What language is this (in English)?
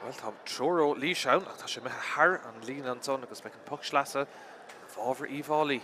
Irish